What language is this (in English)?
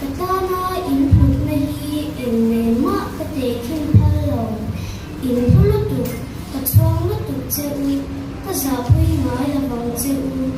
Mizo